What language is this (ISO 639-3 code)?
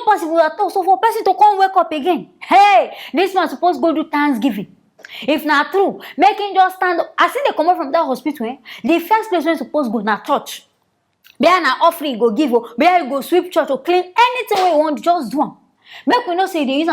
pcm